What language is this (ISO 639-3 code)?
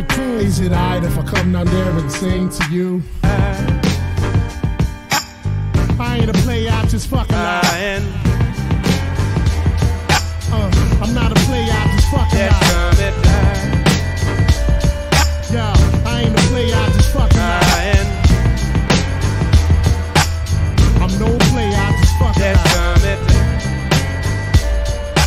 eng